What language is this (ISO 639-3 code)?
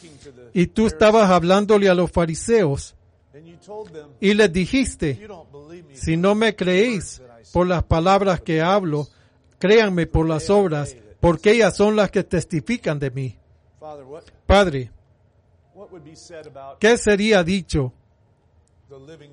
spa